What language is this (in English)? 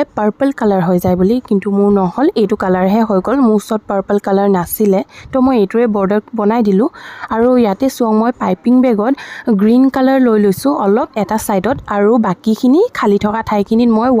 Assamese